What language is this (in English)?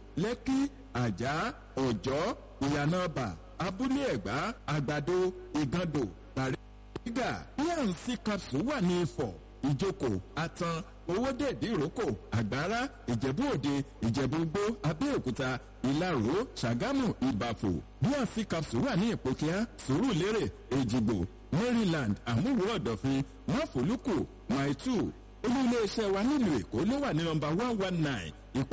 Yoruba